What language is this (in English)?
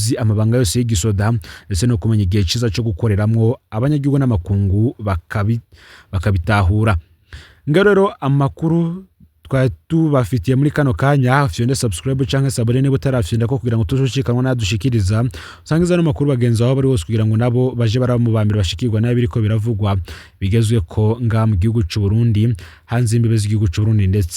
Rundi